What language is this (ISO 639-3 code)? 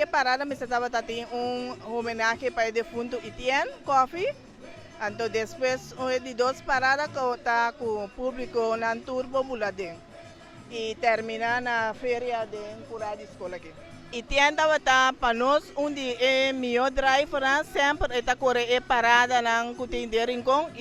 pap